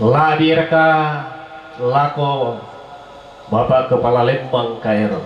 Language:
Toraja-Sa'dan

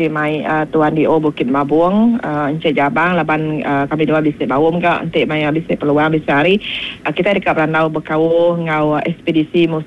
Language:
Iban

